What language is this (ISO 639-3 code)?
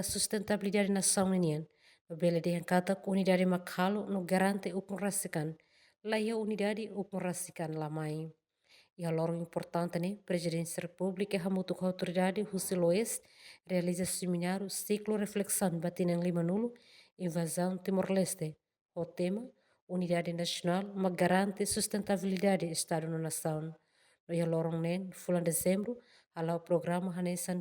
tet